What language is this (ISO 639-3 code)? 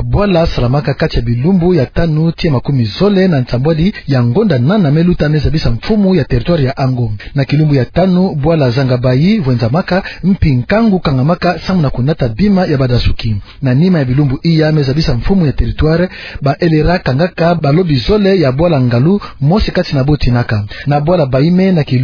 ktu